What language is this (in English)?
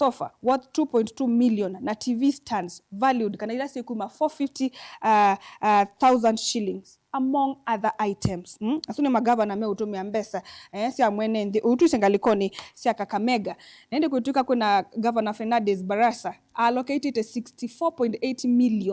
Kamba